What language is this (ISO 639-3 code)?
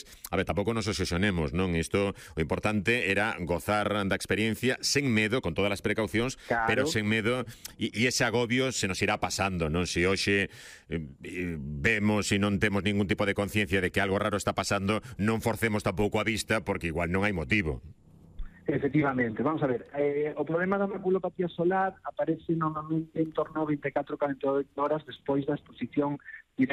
glg